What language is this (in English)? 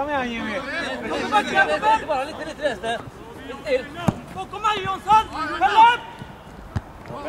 Swedish